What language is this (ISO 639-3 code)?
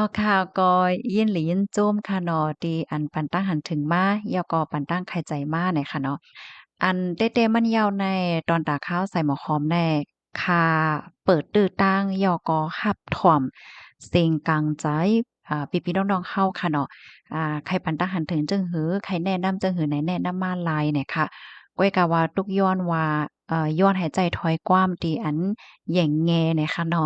shn